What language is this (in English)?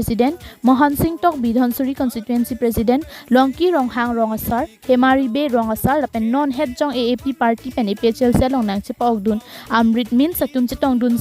Karbi